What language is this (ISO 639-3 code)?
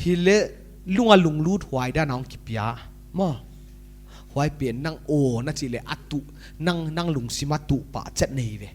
pck